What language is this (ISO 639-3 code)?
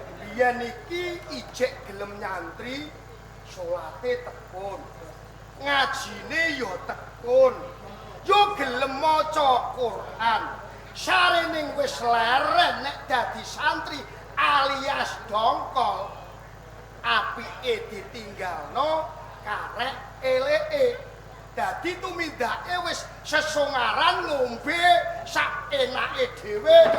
jav